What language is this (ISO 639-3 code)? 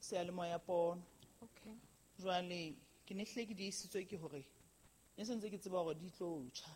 sot